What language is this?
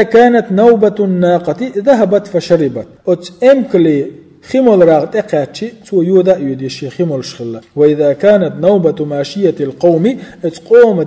Chechen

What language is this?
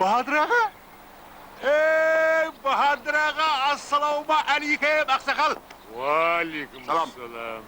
Kara-Kalpak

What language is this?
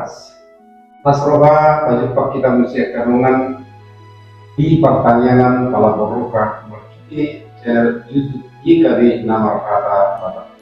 Batak Toba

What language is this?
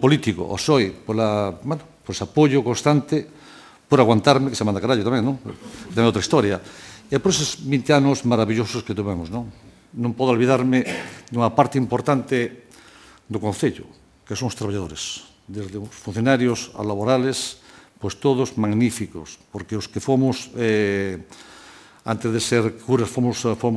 Galician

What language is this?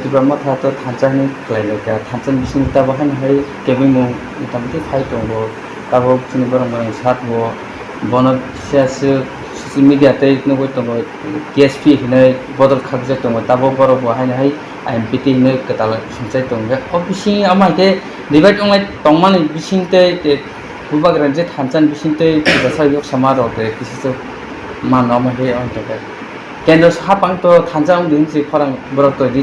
Kok Borok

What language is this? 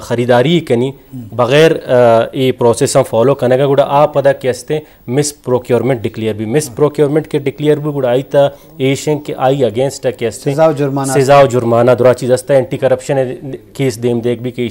Eastern Balochi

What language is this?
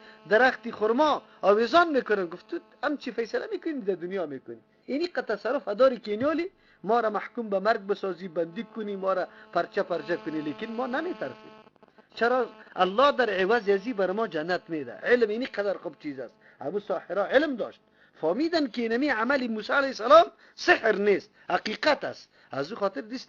Persian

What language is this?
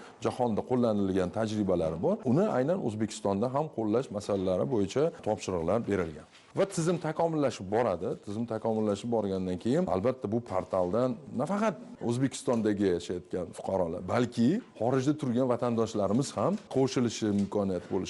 Uzbek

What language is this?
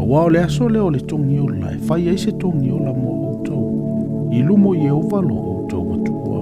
Samoan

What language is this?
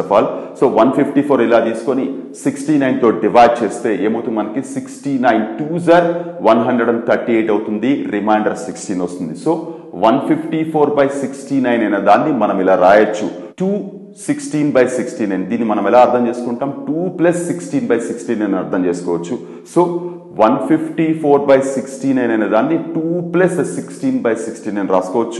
Telugu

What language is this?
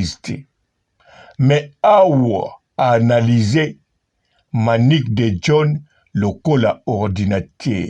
Lingala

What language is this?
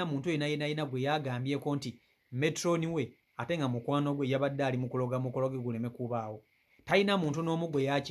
Ganda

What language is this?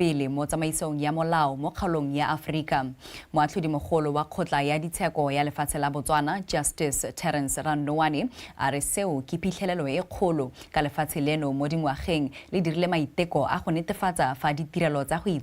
Tswana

